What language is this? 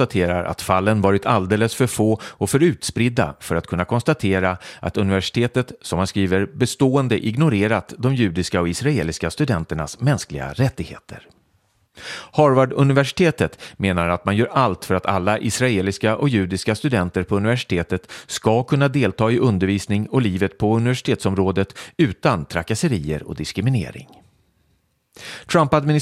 Swedish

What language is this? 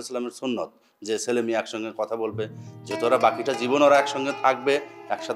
Bangla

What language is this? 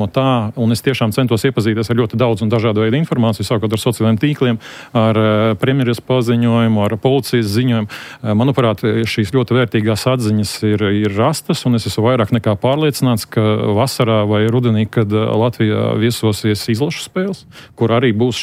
Latvian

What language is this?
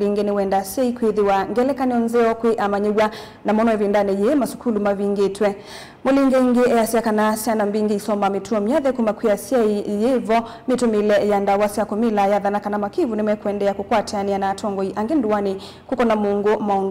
Kamba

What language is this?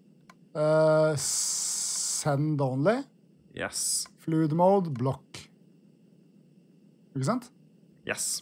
Norwegian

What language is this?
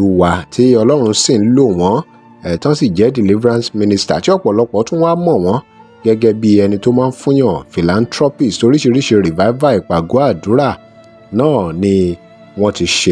Yoruba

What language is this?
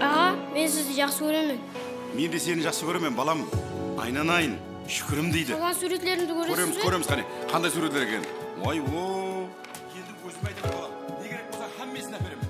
Kara-Kalpak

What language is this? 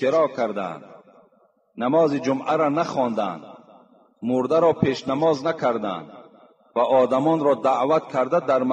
Tajik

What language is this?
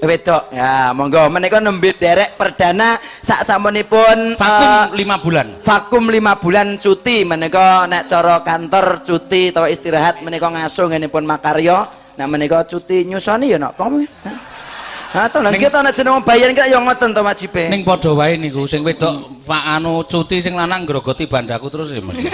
Javanese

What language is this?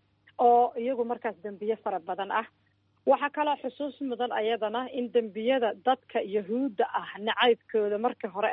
Somali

